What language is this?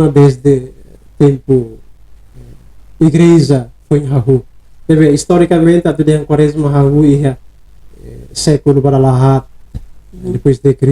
Tetum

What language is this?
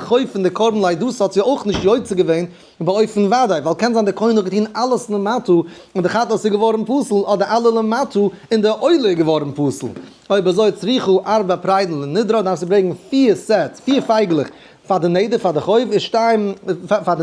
Yiddish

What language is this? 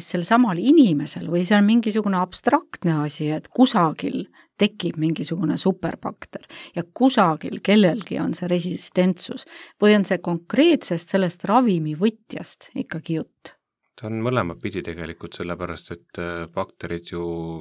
Estonian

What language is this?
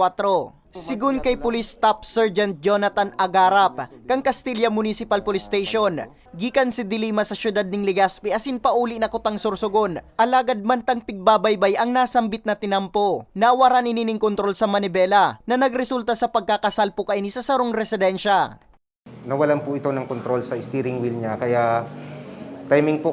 Bikol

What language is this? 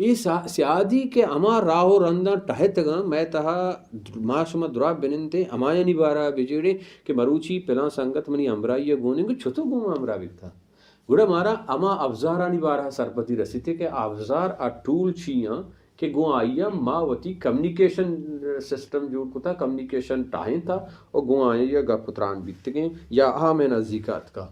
Baluchi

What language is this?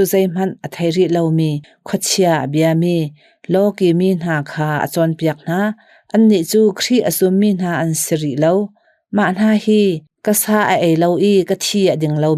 Hakha Chin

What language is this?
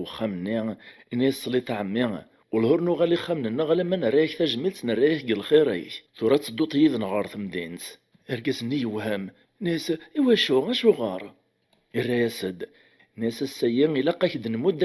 Kabyle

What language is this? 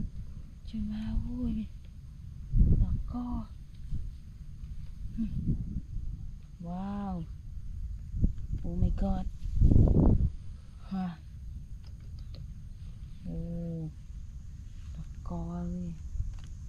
Vietnamese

